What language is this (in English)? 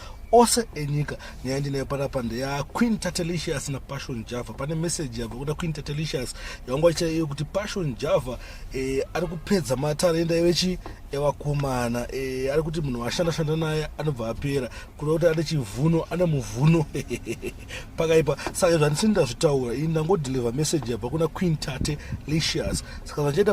Shona